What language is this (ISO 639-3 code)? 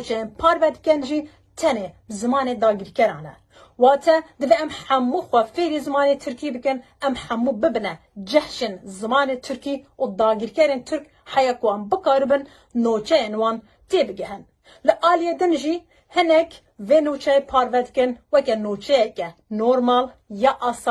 kur